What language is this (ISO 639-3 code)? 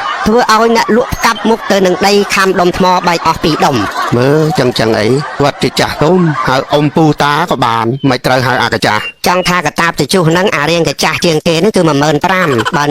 khm